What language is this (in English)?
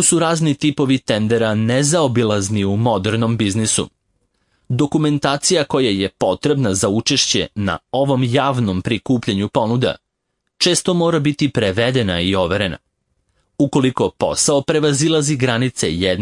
Serbian